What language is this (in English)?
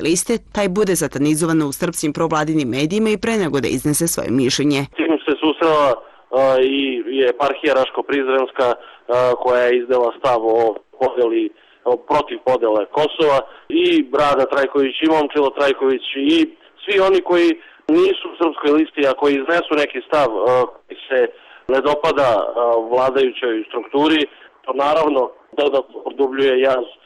Serbian